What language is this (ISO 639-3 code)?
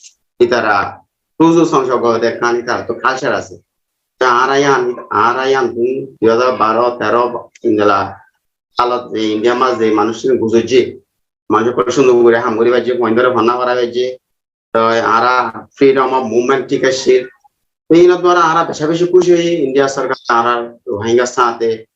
rhg